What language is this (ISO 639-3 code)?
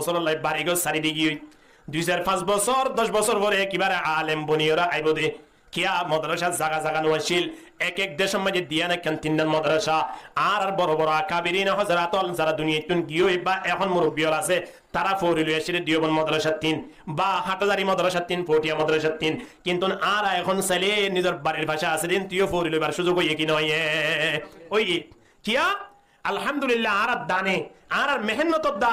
rhg